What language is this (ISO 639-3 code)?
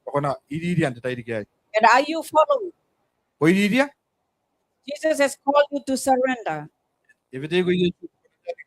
gil